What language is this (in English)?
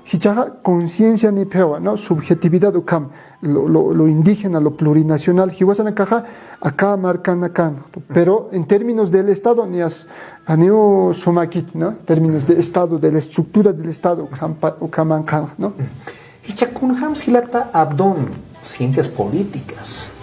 Aymara